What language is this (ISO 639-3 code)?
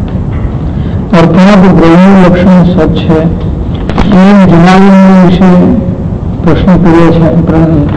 guj